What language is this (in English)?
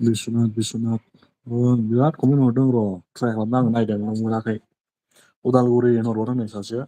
Bodo